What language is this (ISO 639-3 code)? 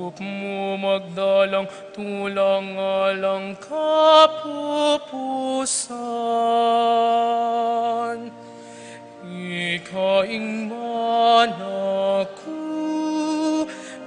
pam